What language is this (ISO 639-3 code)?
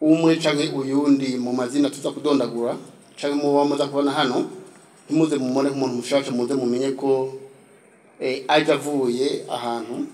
run